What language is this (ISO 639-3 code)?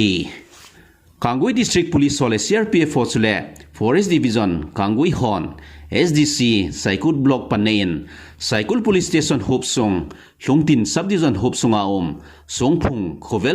tcz